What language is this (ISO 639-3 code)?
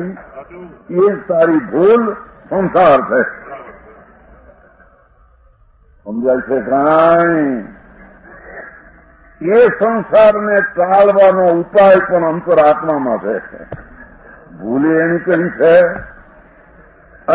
guj